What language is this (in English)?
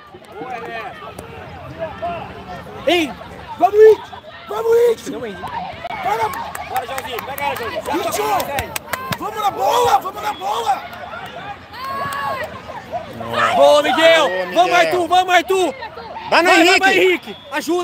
Portuguese